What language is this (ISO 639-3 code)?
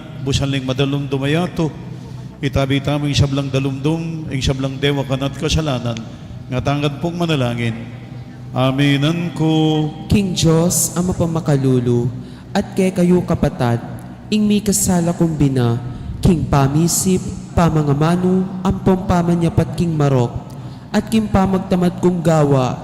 pam